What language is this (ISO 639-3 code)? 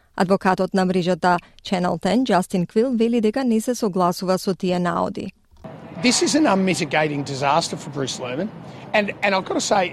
mkd